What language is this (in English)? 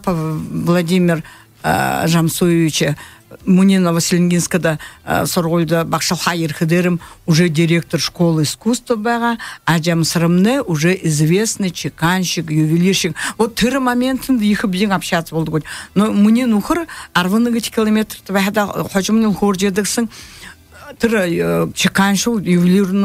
Buriat